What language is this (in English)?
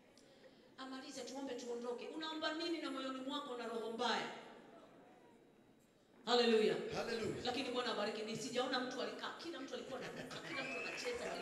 Swahili